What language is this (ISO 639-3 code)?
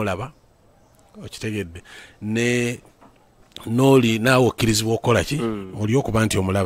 lug